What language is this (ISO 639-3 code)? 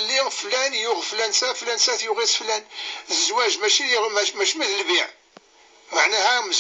kab